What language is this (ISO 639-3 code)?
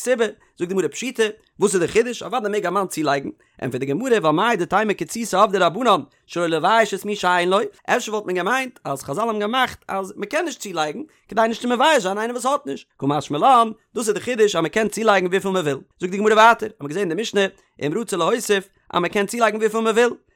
yid